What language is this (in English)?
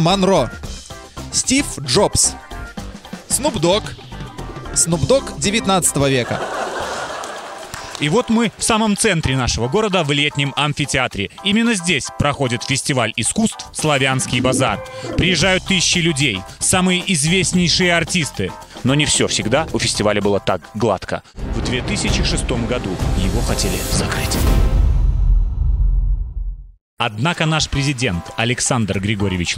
Russian